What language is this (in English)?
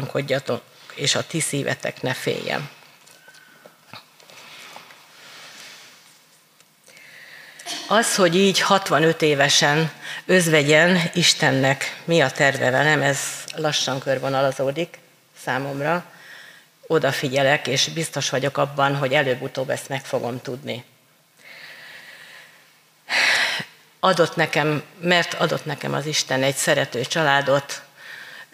Hungarian